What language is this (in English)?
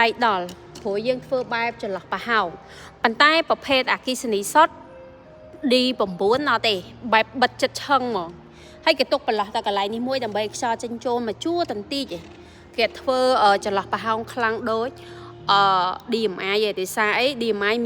Khmer